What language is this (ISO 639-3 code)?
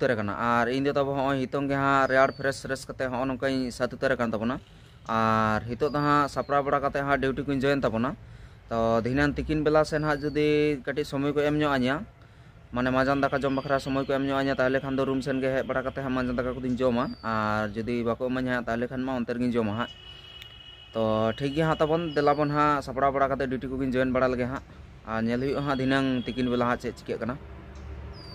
sat